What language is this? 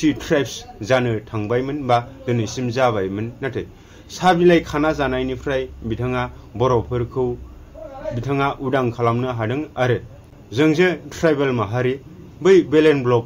Bodo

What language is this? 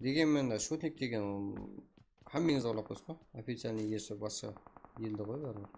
Kara-Kalpak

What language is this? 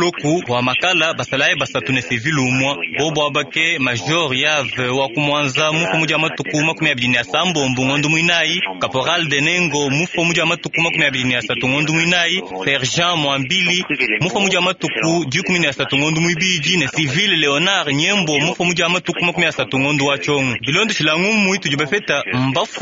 Luba-Lulua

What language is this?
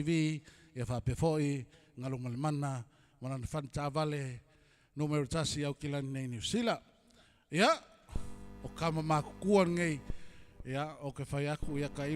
Samoan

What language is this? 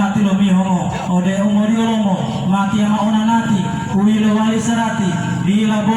Gorontalo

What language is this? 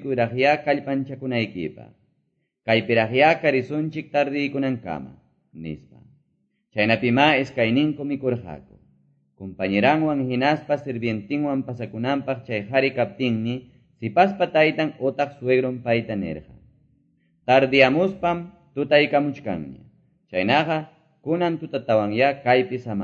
Quechua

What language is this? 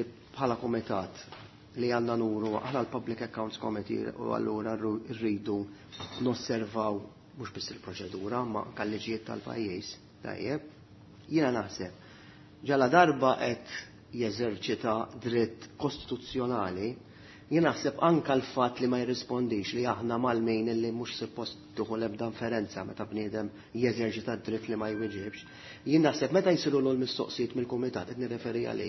Maltese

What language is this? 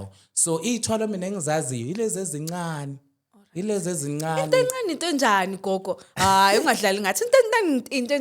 Zulu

